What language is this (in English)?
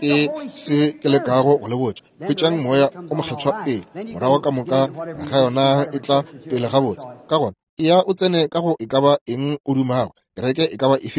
Northern Sotho